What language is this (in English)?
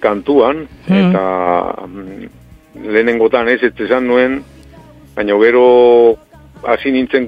Basque